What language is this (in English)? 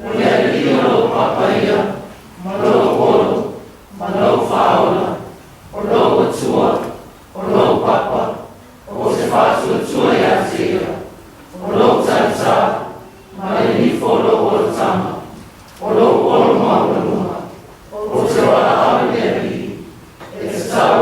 Samoan